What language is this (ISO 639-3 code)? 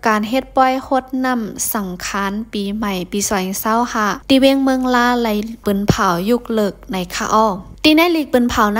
lao